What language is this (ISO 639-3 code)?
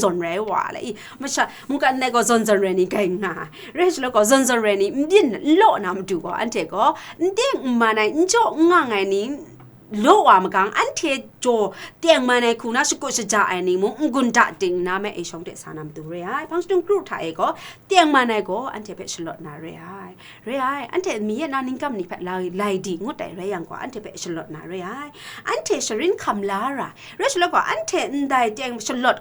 kac